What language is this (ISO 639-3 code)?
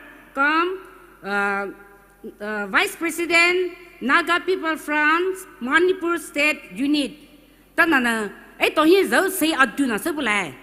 pmx